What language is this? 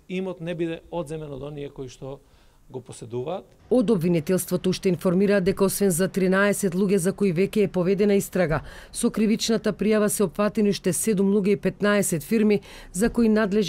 Macedonian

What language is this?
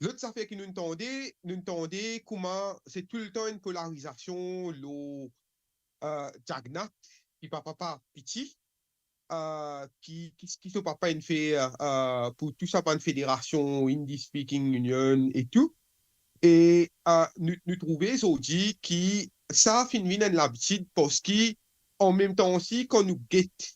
Morisyen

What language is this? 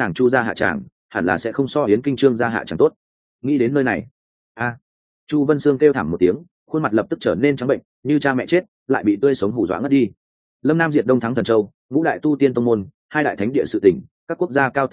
Vietnamese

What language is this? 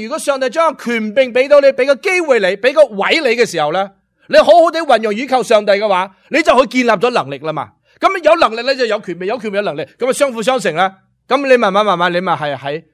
Cantonese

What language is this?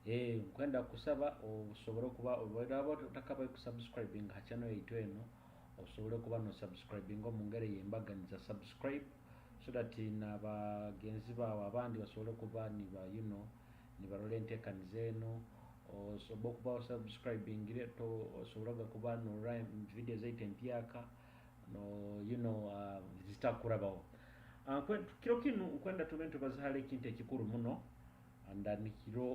Nyoro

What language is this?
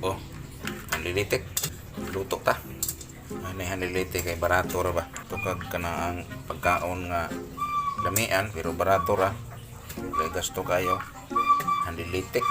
Cebuano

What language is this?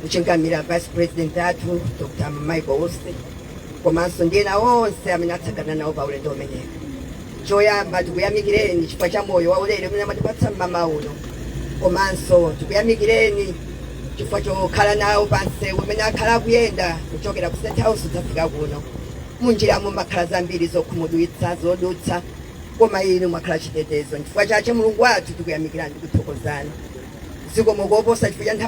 Nyanja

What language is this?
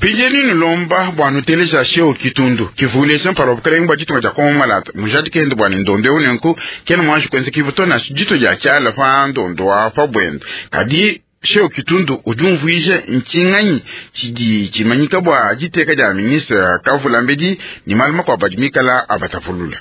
Luba-Lulua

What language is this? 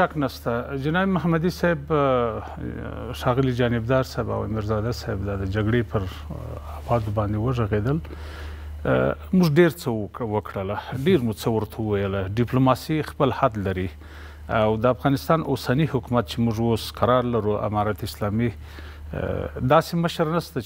Pashto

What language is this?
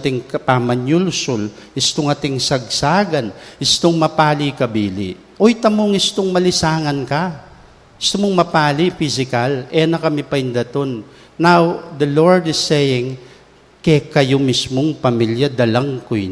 Pampanga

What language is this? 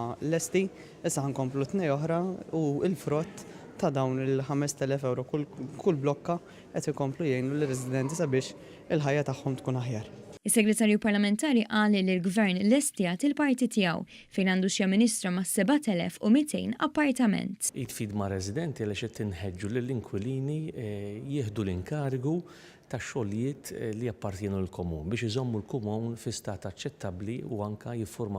Maltese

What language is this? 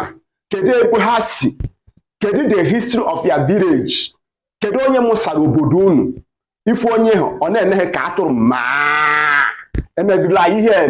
Igbo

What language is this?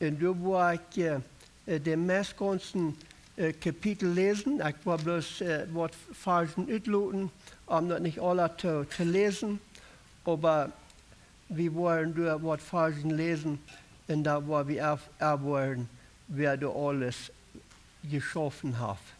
Plautdietsch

